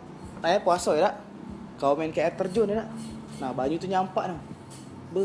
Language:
Musi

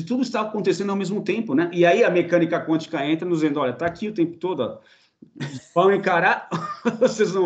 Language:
Portuguese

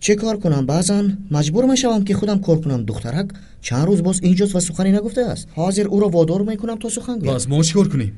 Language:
Tajik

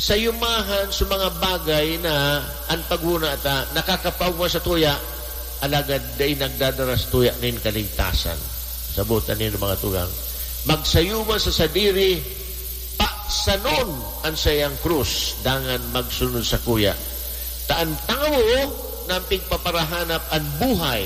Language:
Bikol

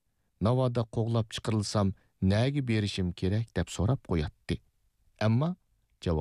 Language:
Uyghur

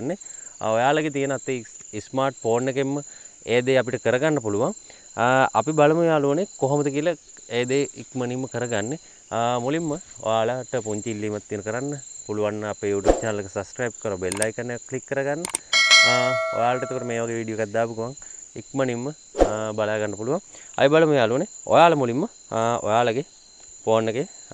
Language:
Sinhala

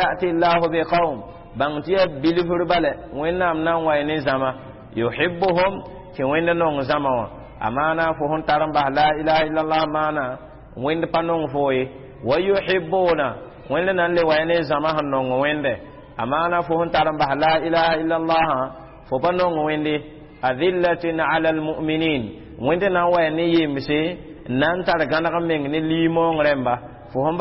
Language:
Mossi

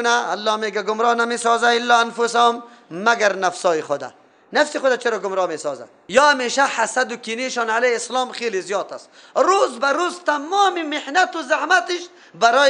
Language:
Persian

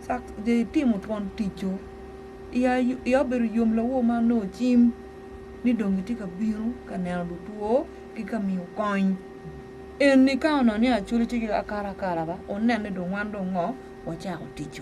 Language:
Acoli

